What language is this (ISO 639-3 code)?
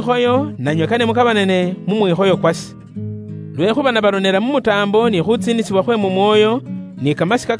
luy